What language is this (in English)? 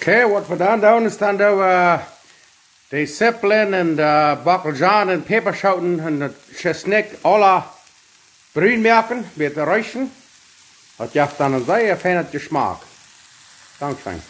Plautdietsch